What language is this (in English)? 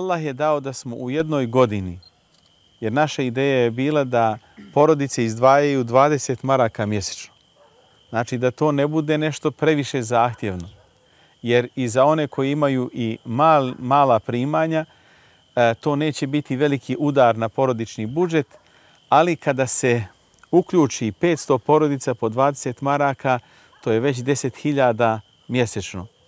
Bosnian